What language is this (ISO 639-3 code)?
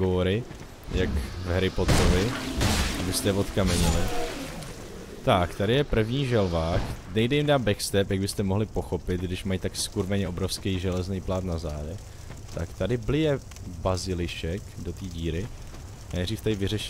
ces